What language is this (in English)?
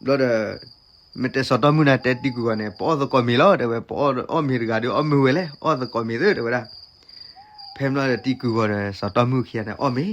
S'gaw Karen